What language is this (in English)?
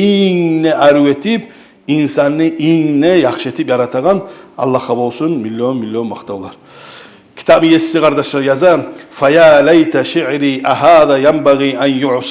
Kumyk